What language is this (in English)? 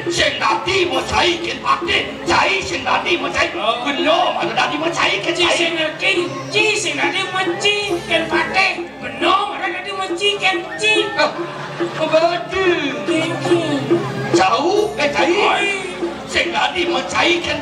Balinese